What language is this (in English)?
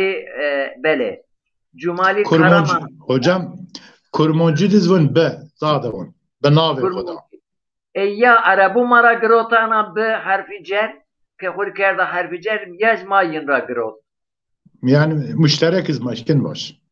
Zaza